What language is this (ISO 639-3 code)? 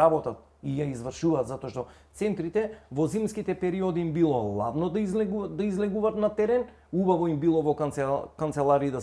mkd